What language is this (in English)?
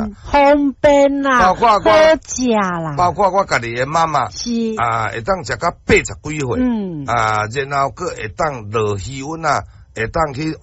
Min Nan Chinese